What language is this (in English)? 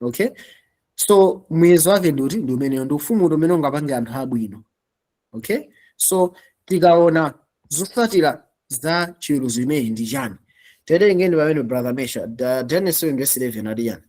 Nyanja